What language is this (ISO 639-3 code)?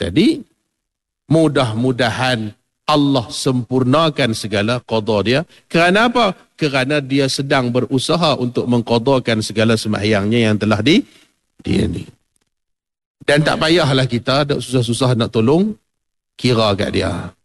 msa